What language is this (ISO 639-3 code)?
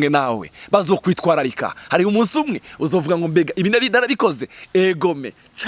run